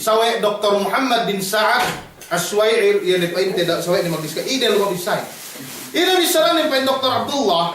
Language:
Yakan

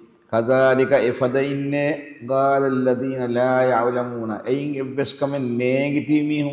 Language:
Divehi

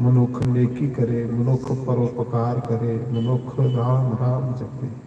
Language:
Dogri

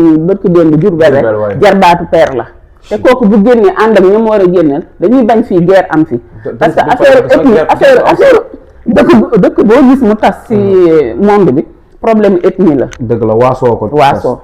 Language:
Wolof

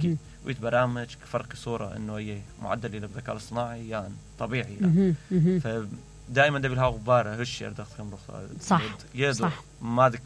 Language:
Mesopotamian Arabic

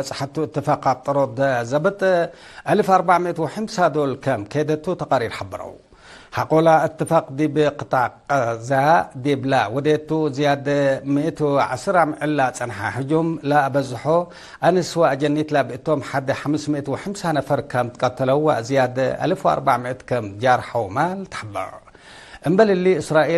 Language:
Tigre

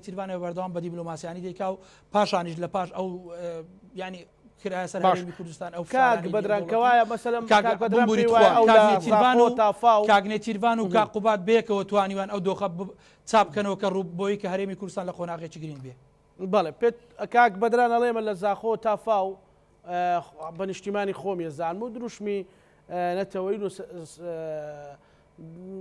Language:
Central Kurdish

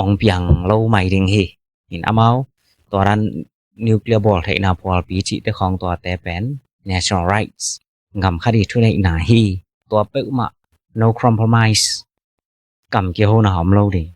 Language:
Tedim Chin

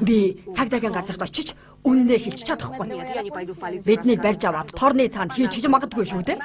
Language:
Mongolian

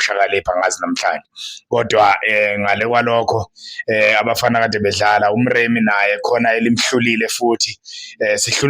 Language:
Zulu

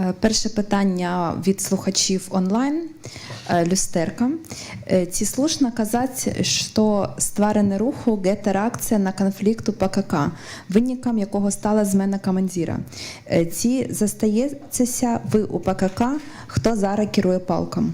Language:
Belarusian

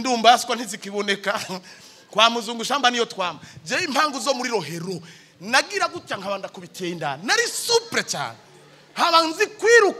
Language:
Rundi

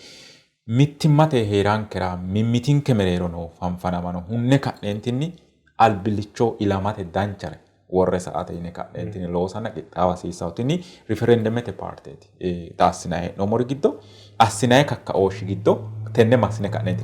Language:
Sidamo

